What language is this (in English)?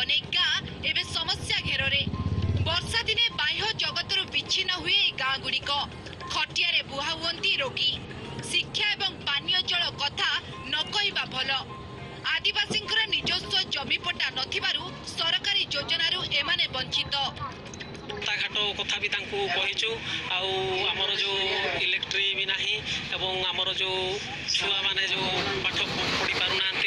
Odia